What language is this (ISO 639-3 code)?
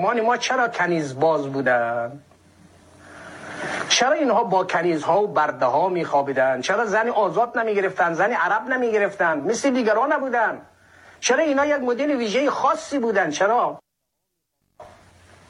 fas